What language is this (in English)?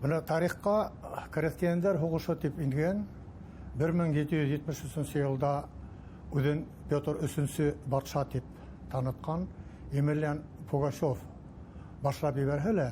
Bashkir